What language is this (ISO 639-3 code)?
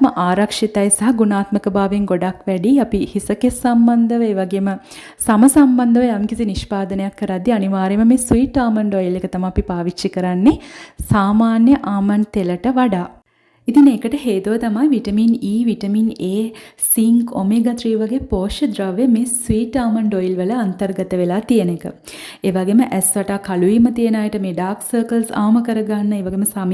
sin